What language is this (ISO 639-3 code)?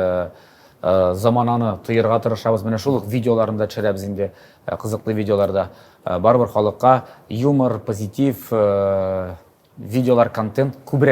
tat